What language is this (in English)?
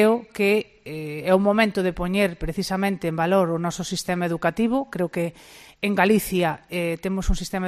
Galician